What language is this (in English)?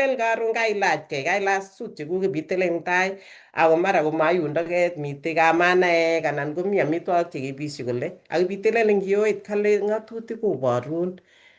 Kalenjin